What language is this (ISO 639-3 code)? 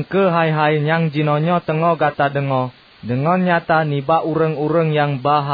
ace